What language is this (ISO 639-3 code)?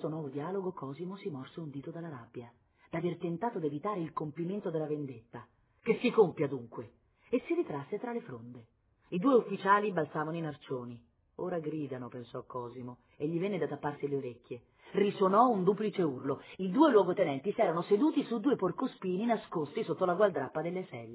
ita